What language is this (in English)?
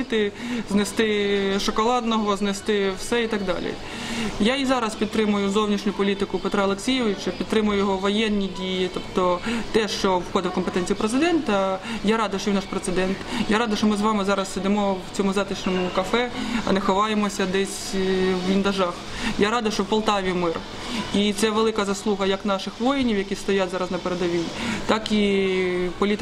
Ukrainian